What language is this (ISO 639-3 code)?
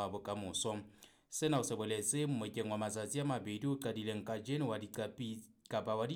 sot